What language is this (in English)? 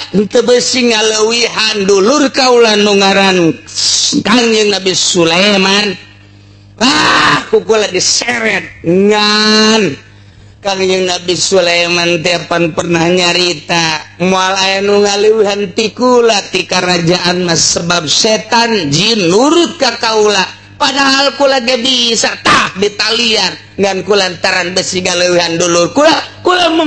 Sundanese